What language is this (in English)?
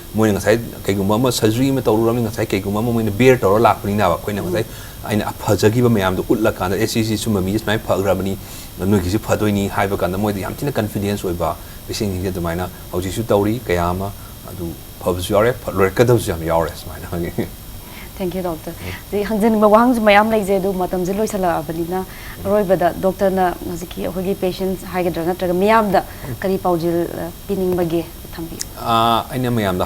Manipuri